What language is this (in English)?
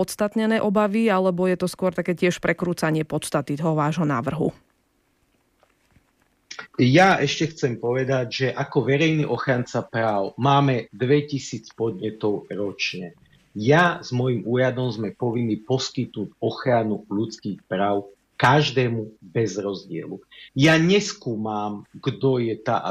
Slovak